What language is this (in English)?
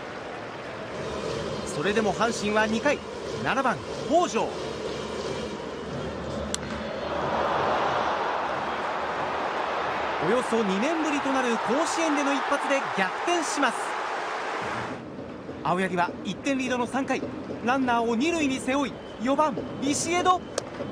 Japanese